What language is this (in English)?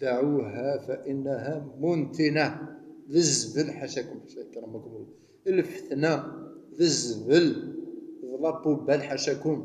Kabyle